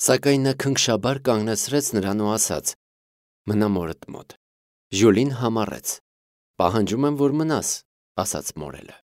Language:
Armenian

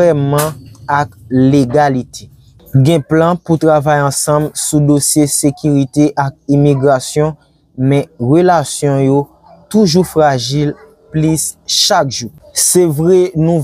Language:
Haitian Creole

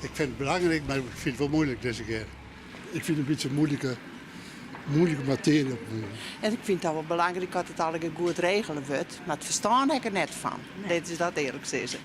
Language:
Western Frisian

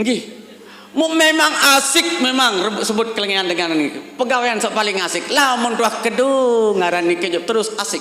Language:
Sasak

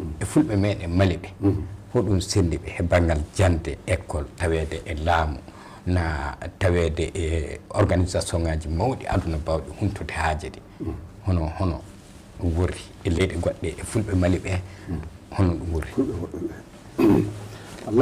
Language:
Fula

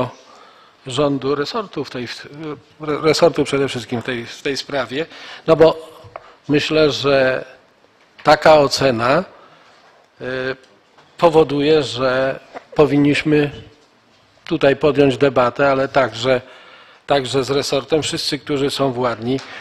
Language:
Polish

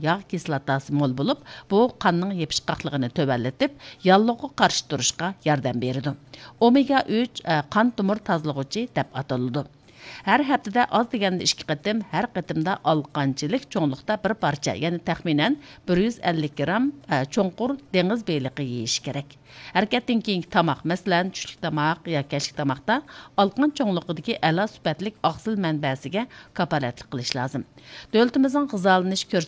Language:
Uyghur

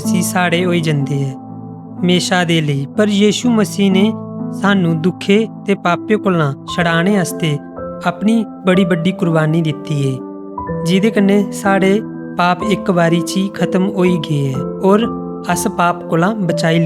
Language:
Dogri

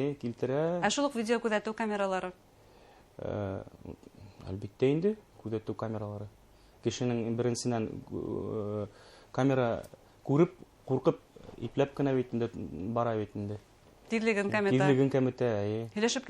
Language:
Bashkir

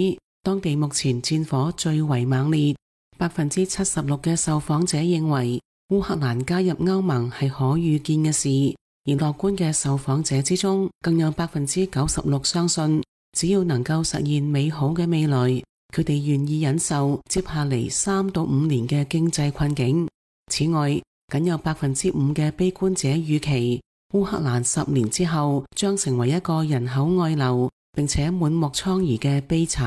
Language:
Cantonese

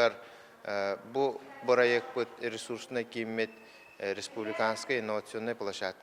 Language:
Yakut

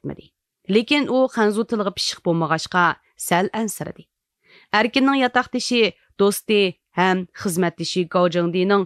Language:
Uyghur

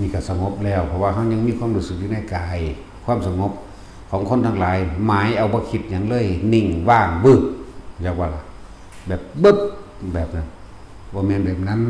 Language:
Northeastern Thai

